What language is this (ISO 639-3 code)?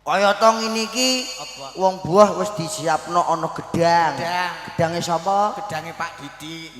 jav